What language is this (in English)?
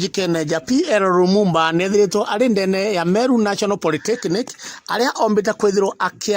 Meru